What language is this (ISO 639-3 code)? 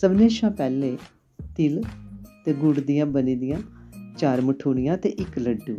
doi